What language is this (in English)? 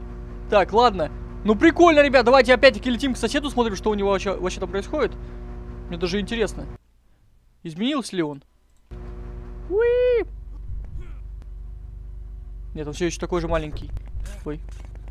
Russian